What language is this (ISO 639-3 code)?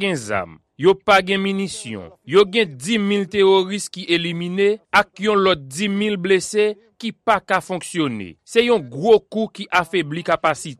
hat